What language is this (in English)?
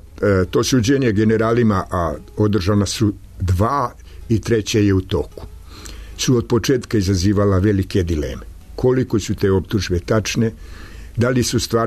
Serbian